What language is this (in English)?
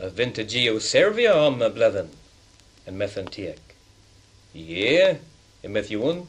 Cornish